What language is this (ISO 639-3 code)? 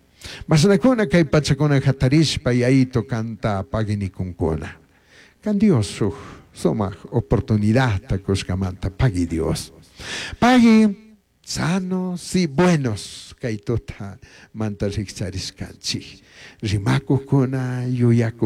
qug